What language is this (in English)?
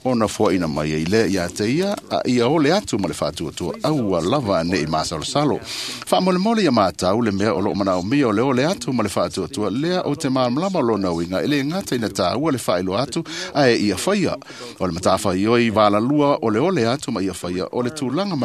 Samoan